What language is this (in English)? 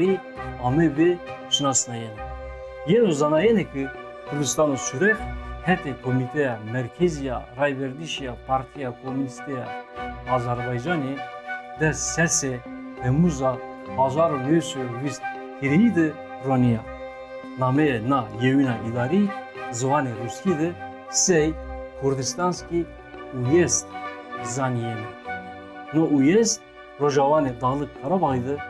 Zaza